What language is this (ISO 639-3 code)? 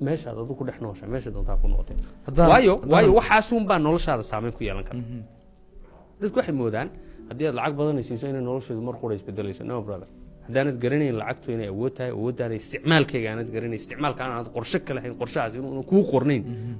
som